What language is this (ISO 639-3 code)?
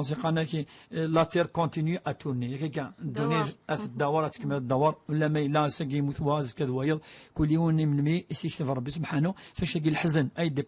kab